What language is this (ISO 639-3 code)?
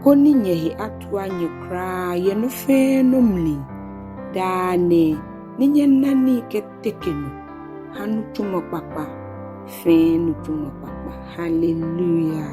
gaa